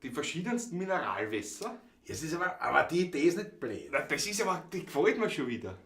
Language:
Bavarian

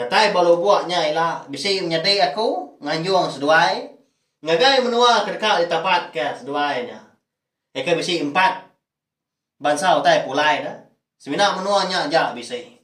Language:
Iban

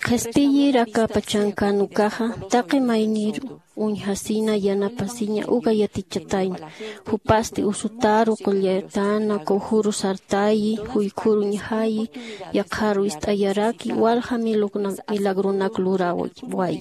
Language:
Aymara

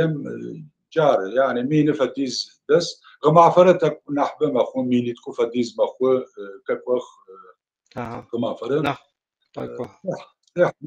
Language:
Adyghe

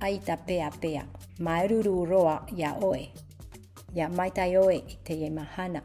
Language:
Tahitian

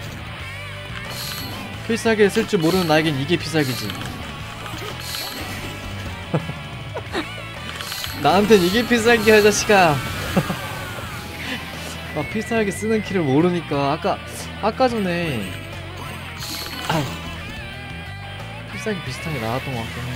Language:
Korean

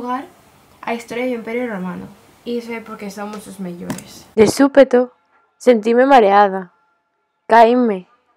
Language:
Galician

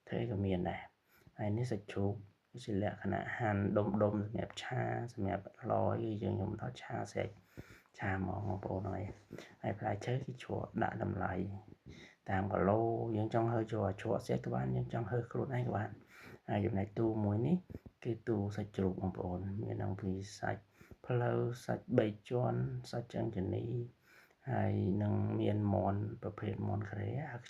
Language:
Khmer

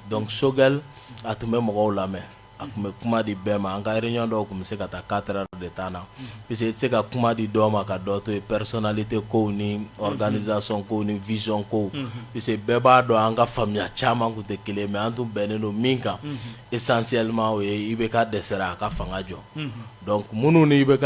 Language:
Bambara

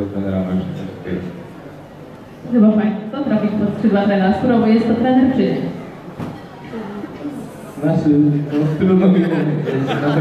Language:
Polish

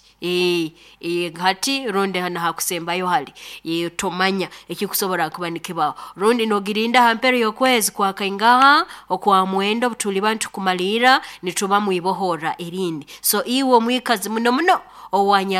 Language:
Nyoro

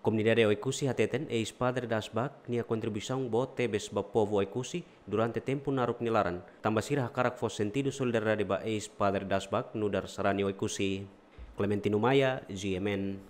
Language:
Tetum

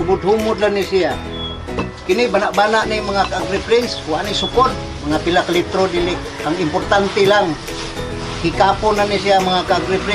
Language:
Cebuano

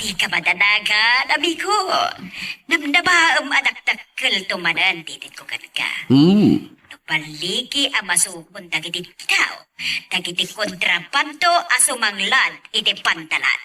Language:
Iloko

